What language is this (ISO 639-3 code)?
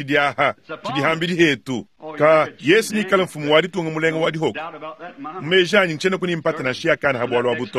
lua